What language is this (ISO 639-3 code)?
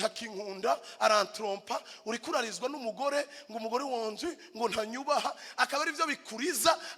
run